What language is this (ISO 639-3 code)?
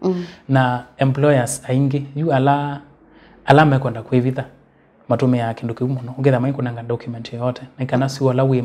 kam